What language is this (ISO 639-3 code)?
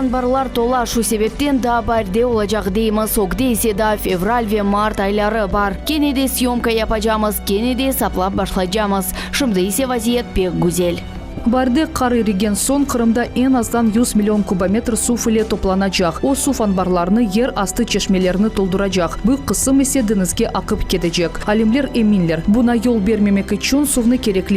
crh